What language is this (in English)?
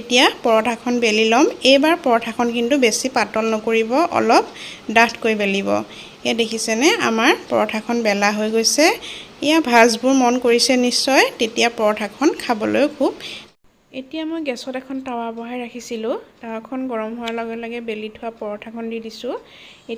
Assamese